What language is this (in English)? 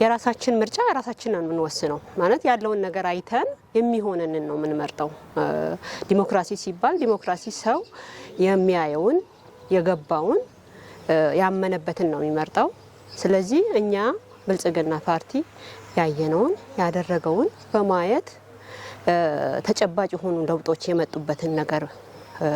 Amharic